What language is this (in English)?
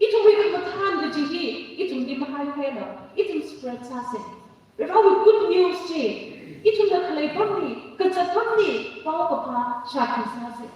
Tangkhul Naga (India)